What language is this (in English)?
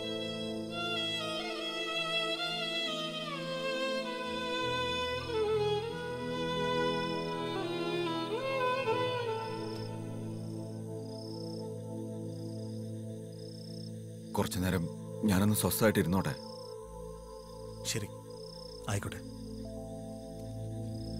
Malayalam